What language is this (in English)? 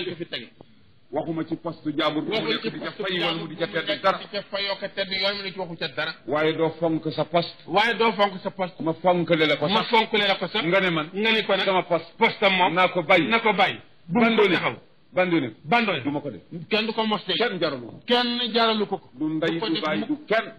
Wolof